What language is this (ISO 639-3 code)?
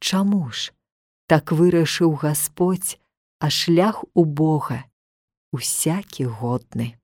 bel